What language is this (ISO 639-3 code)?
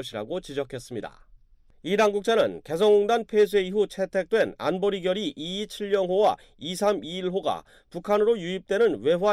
kor